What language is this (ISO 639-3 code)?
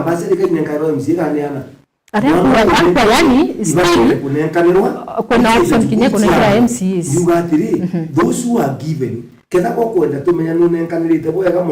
mer